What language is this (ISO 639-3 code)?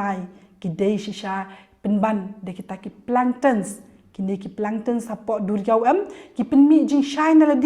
kha